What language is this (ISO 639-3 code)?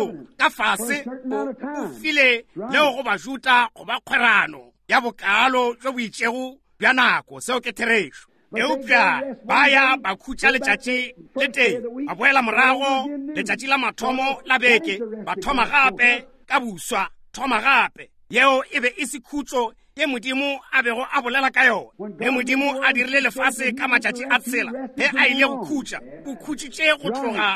nso